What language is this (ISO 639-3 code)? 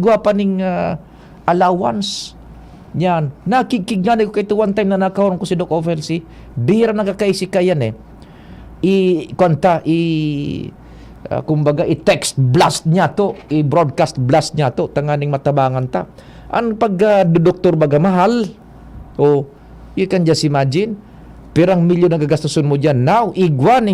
bik